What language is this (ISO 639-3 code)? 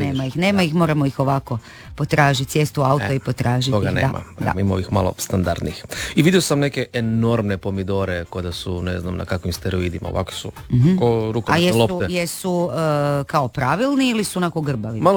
hrv